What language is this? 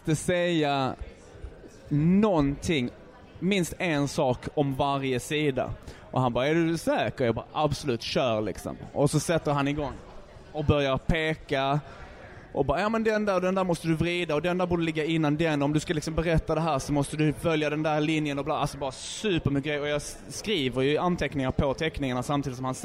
Swedish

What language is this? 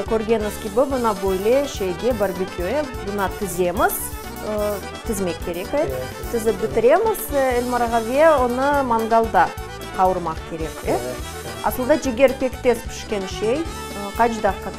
Crimean Tatar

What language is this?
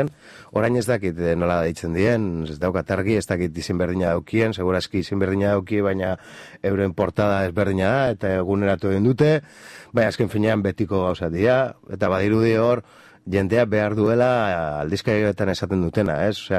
Basque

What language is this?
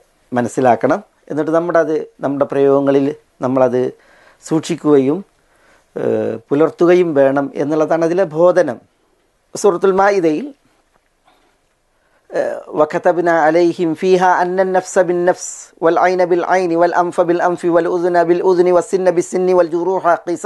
Malayalam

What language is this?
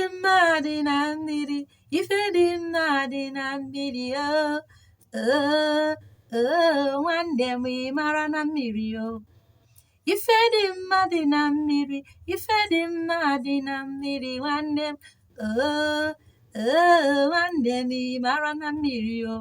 Igbo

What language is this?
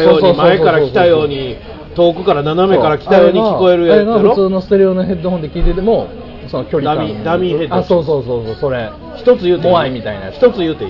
Japanese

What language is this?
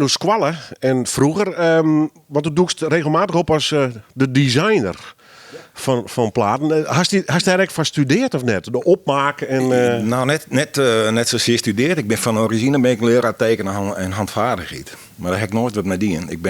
Western Frisian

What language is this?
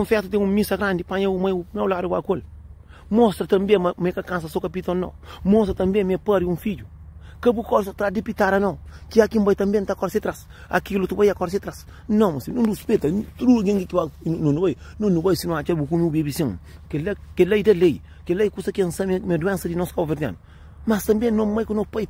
Kabuverdianu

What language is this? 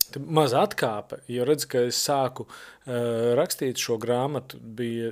Latvian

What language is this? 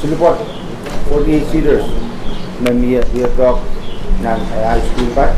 Pohnpeian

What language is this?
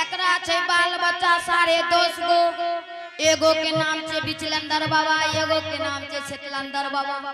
Angika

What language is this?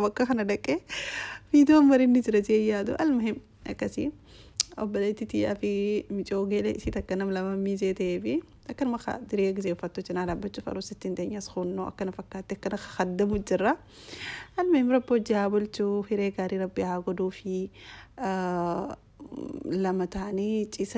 Oromo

